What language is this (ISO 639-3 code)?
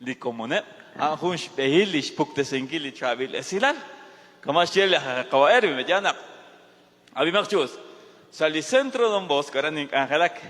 kek